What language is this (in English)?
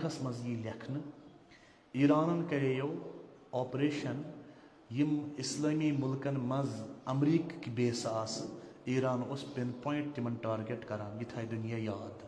Kashmiri